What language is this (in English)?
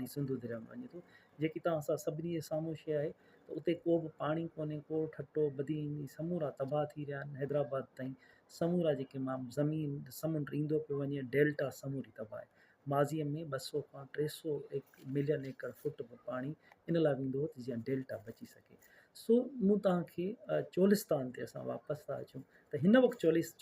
Sindhi